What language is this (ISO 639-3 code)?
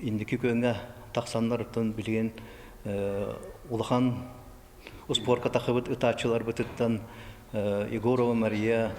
sah